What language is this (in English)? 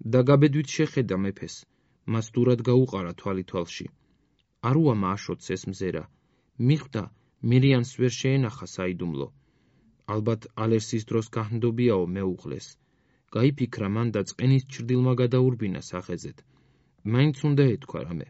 Georgian